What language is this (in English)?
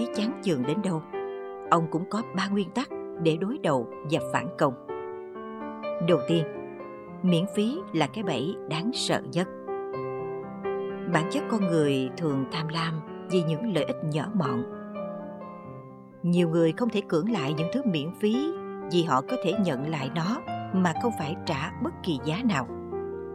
Vietnamese